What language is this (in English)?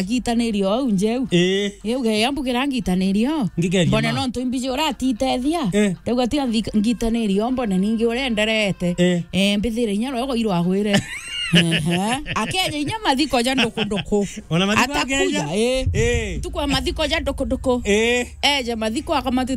Meru